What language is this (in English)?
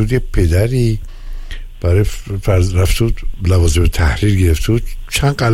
Persian